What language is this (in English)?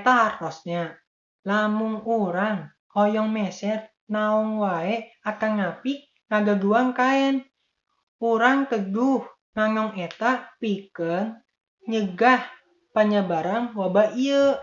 Sundanese